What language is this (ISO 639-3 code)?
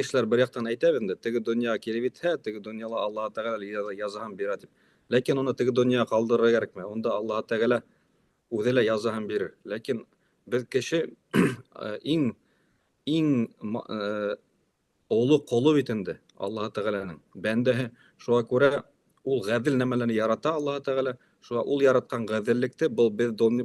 bak